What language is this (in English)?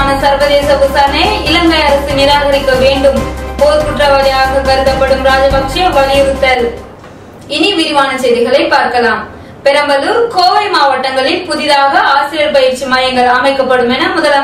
Tamil